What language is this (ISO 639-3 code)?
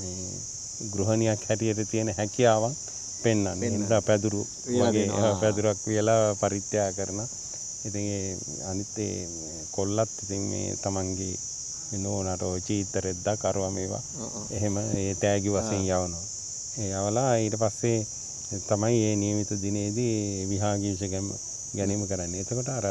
sin